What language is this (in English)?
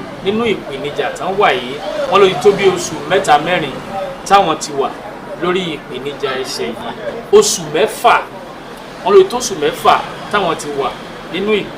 Yoruba